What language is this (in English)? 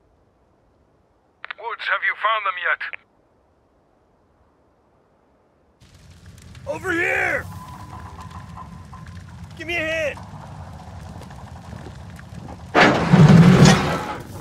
English